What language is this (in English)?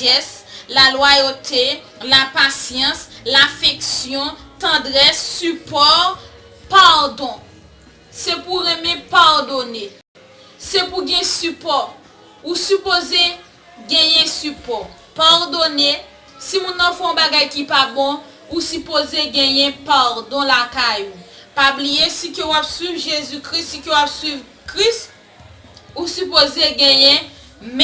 Haitian Creole